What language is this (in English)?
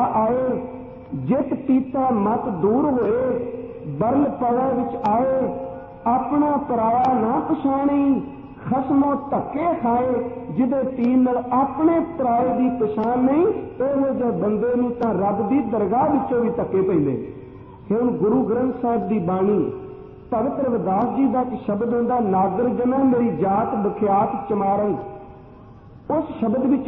Punjabi